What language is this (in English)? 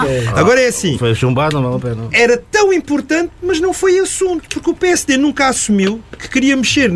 Portuguese